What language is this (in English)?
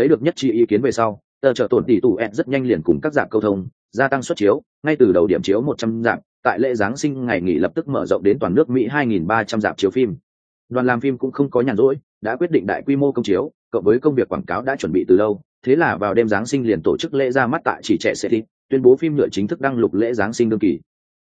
Vietnamese